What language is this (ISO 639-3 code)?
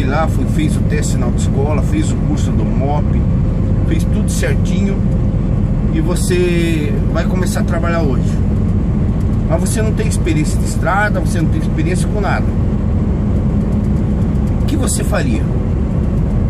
por